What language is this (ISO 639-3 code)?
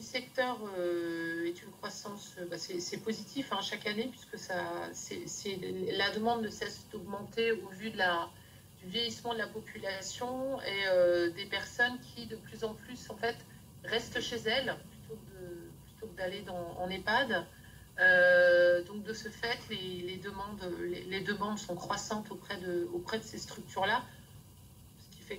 fra